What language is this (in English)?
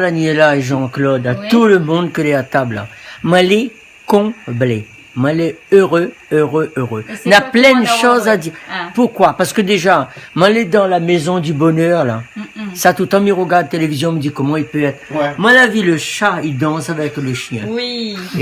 Réunion Creole French